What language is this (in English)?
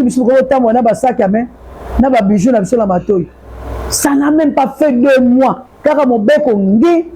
Lingala